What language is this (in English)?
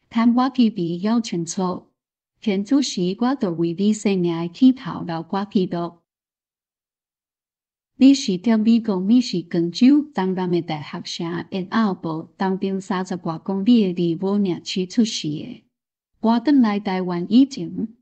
Min Nan Chinese